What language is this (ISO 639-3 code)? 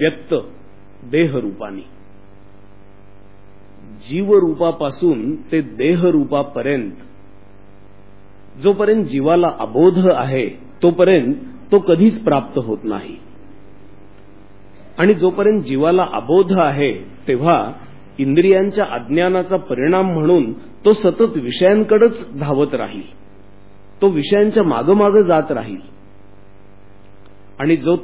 mar